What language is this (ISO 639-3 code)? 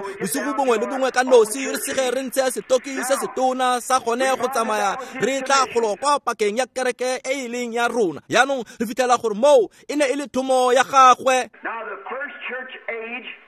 tsn